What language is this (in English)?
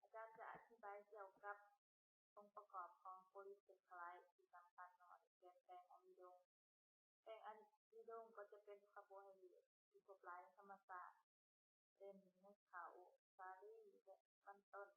Lao